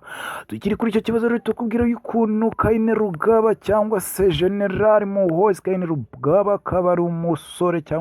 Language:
Kinyarwanda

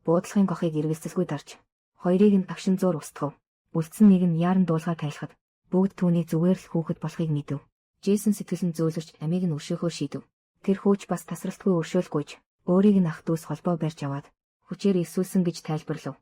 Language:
Mongolian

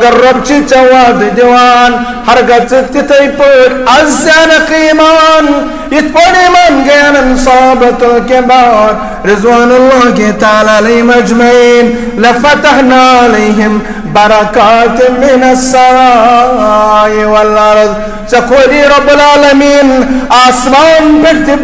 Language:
Kashmiri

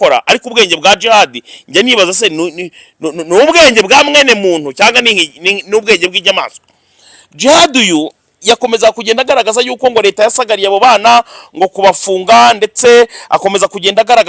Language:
Kinyarwanda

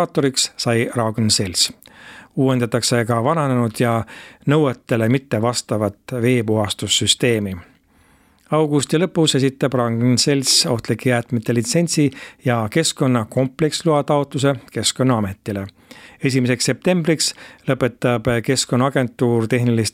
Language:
Estonian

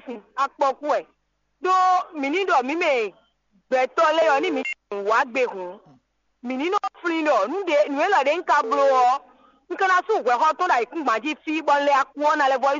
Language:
Fon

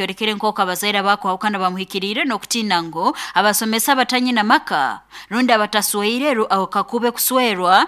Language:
Nyankole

